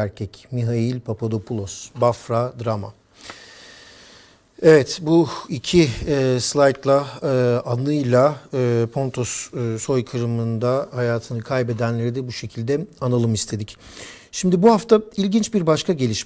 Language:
Turkish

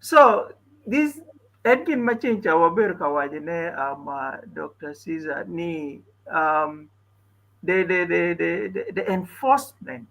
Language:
Acoli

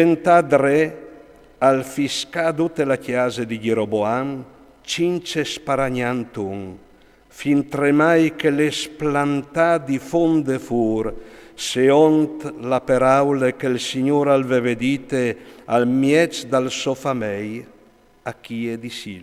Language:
Friulian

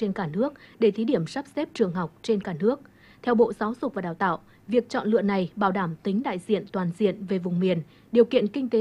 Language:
Vietnamese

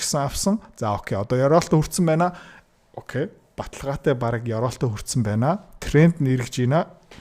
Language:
Mongolian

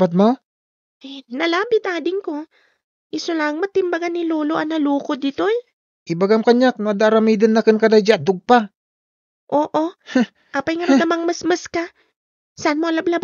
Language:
Iloko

